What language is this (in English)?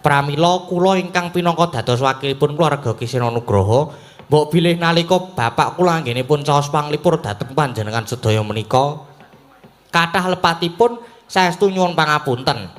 Javanese